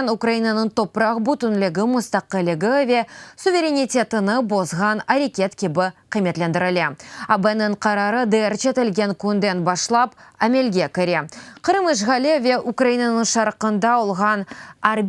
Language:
Crimean Tatar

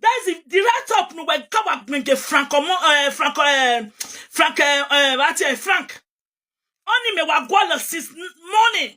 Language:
Nigerian Pidgin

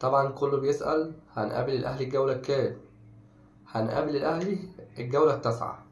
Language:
Egyptian Arabic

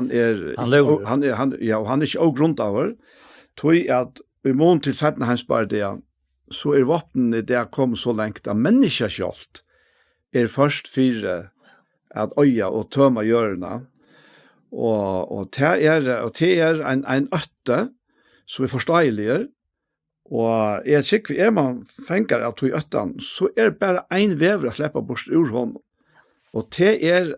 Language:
Faroese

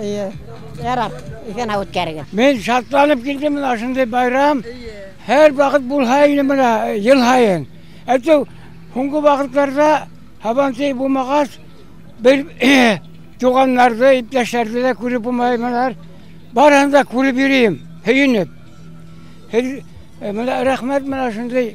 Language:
Bashkir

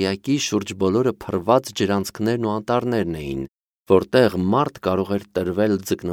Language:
Armenian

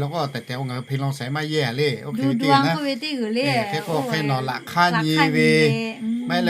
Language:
Lahu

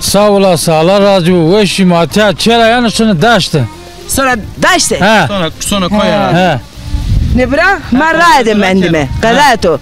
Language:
Zaza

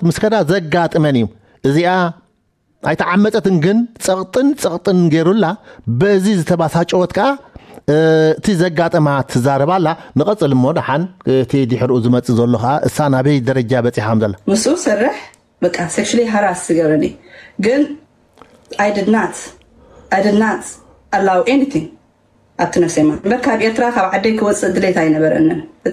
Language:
Tigrinya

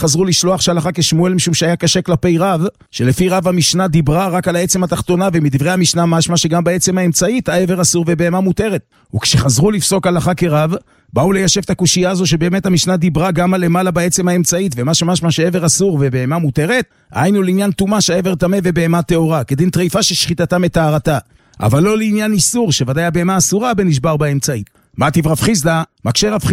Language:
Hebrew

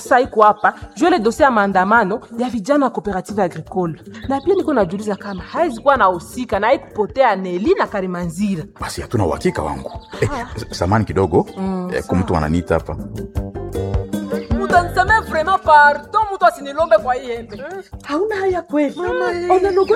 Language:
Swahili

